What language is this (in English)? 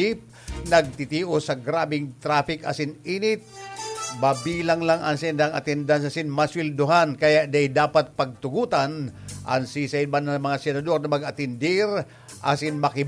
Bikol